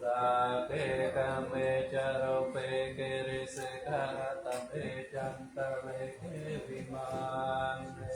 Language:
Pali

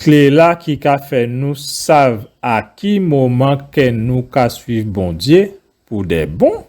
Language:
Guadeloupean Creole French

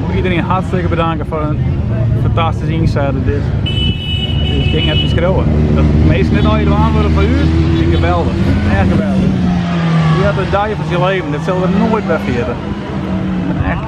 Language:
Western Frisian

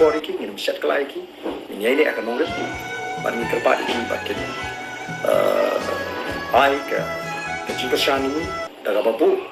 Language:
Khasi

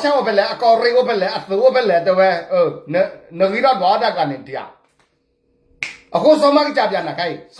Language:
S'gaw Karen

